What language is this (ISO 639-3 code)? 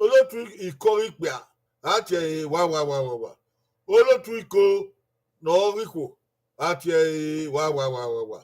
bin